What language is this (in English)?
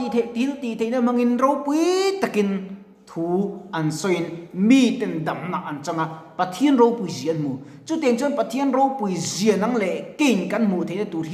Mizo